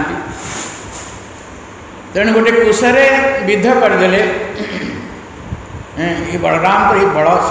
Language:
Odia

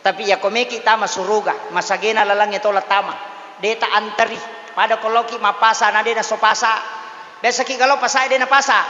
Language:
Buginese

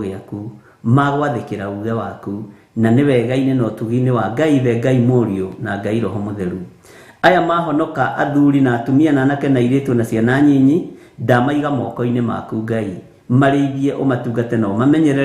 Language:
Kikuyu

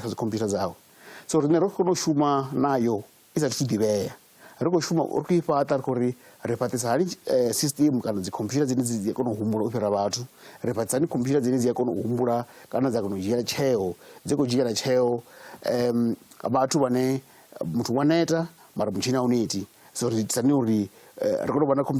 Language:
Venda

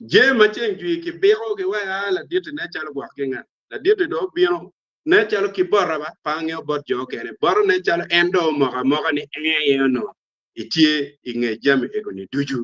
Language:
Acoli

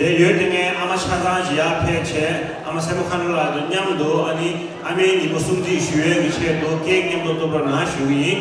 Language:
Tibetan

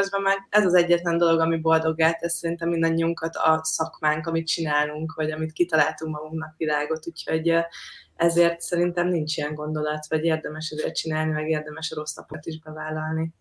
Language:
Hungarian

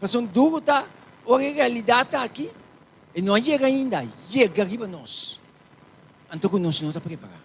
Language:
Papiamento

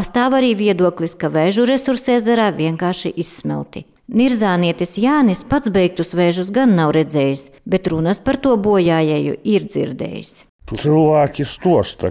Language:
Latvian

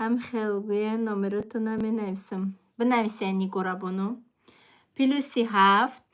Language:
Tajik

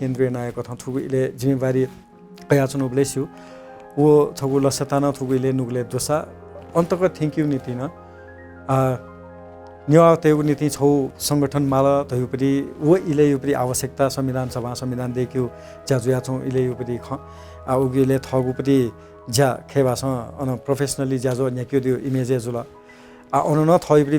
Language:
Newari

